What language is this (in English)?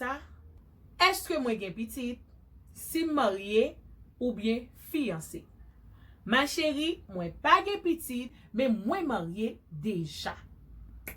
Haitian Creole